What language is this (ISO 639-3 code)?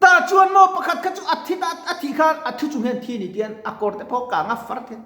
lus